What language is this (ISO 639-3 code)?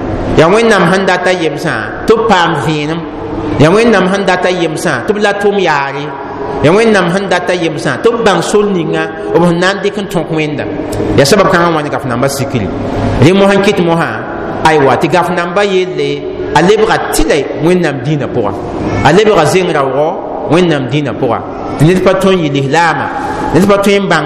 mos